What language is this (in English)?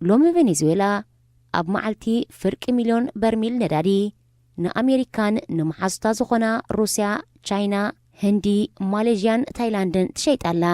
Tigrinya